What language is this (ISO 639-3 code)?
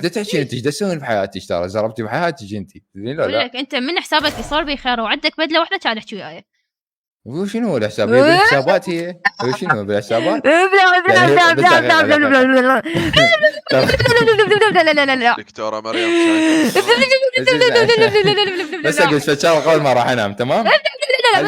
acm